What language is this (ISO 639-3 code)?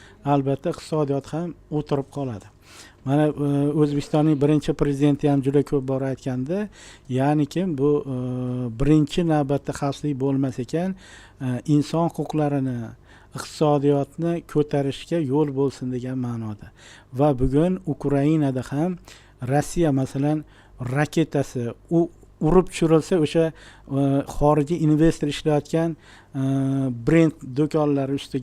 uzb